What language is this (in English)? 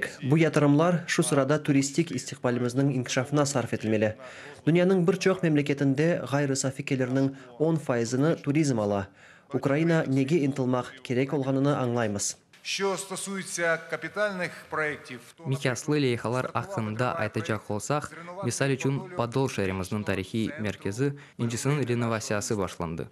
Crimean Tatar